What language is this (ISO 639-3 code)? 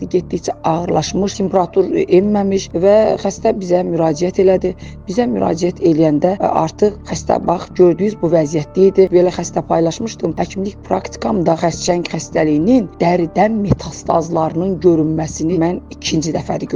aze